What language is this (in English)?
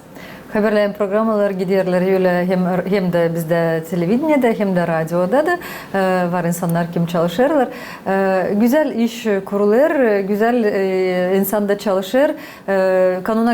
Gagauz